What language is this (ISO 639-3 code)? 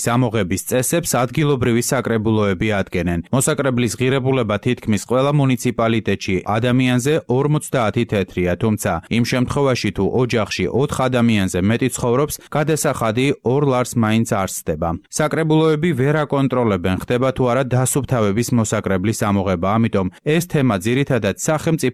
kat